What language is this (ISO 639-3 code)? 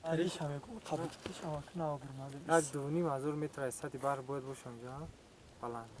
tgk